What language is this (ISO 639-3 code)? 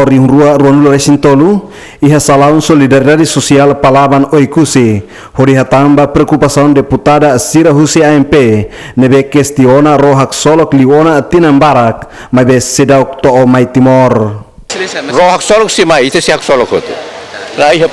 tet